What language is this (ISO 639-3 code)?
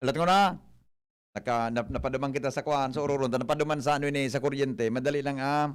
bik